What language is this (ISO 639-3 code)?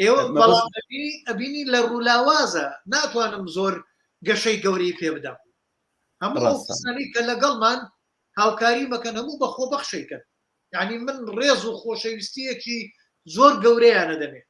ckb